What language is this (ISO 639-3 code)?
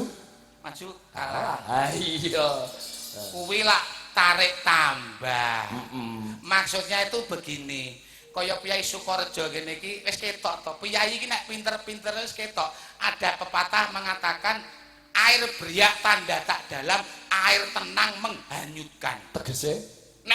jav